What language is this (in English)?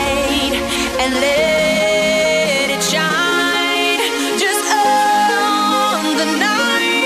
English